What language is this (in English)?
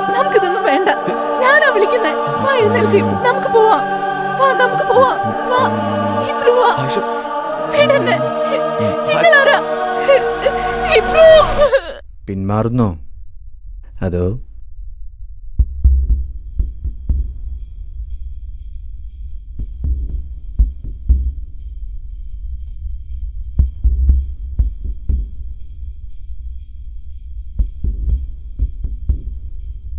Malayalam